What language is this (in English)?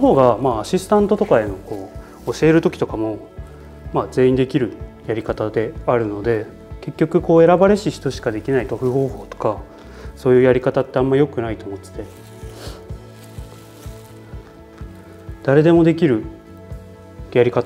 Japanese